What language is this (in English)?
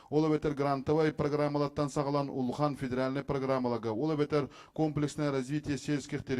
Yakut